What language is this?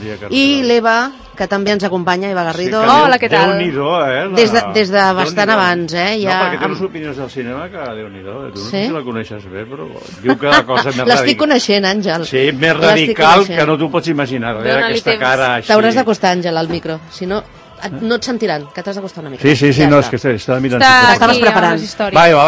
Catalan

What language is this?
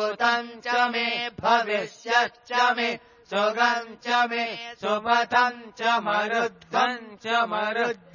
Sanskrit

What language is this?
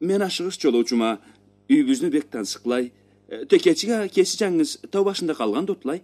Karachay-Balkar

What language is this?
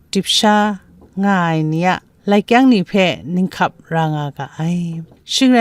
Kachin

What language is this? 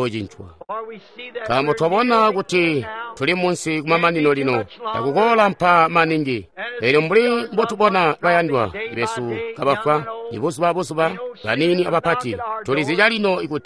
Tonga (Zambia)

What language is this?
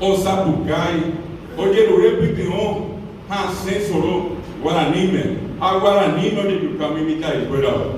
Guarani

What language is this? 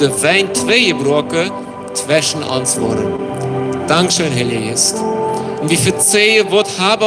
Plautdietsch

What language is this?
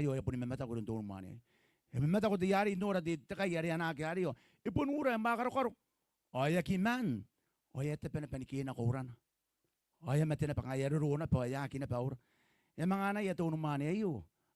Gilbertese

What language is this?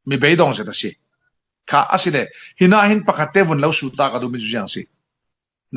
Falam Chin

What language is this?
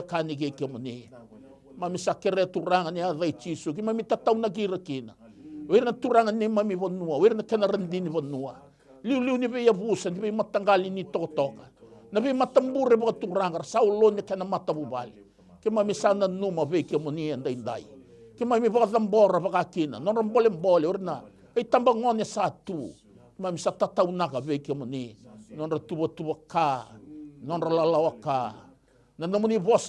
Fijian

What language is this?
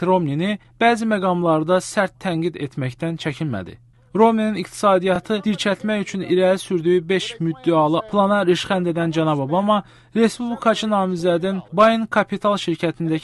Azerbaijani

